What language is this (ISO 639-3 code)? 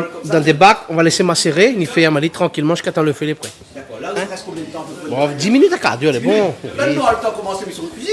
rcf